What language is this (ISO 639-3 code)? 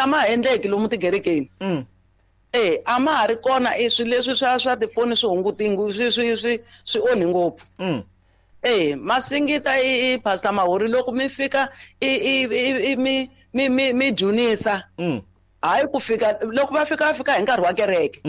tso